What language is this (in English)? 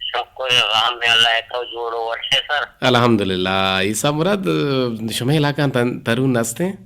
Eastern Balochi